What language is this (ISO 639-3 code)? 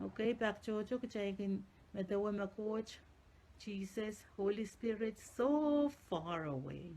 pon